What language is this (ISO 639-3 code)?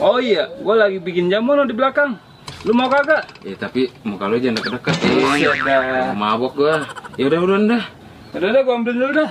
bew